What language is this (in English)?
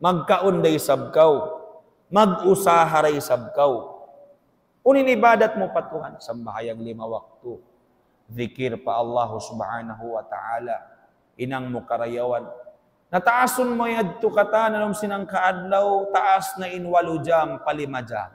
Tausug